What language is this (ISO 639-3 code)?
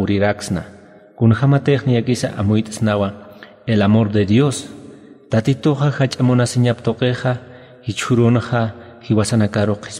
aym